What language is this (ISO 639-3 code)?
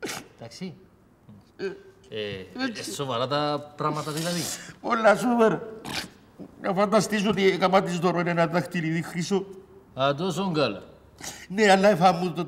ell